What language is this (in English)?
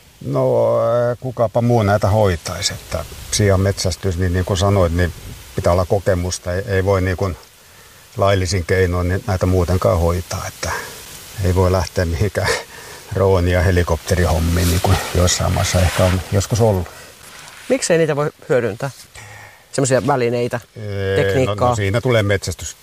Finnish